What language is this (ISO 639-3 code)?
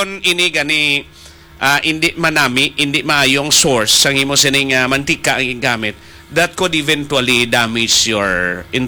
hil